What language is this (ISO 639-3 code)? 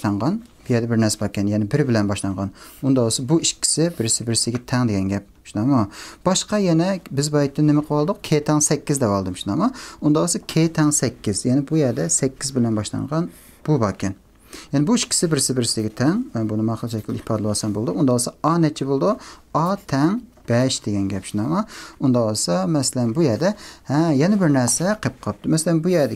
uig